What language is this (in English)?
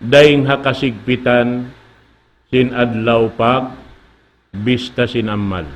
Tausug